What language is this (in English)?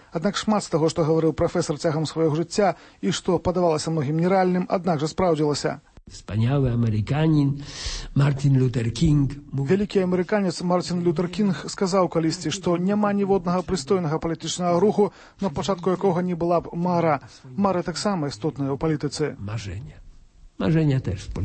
Belarusian